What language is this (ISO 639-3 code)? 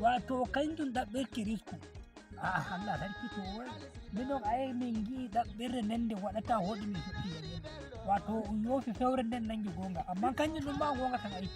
fuv